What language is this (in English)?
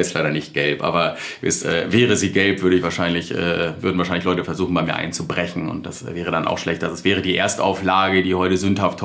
German